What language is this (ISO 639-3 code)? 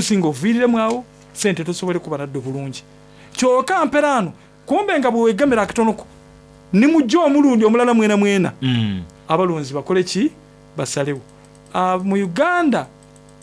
xog